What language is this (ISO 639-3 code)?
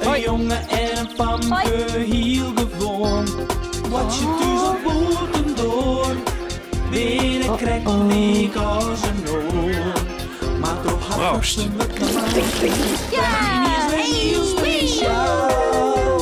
fry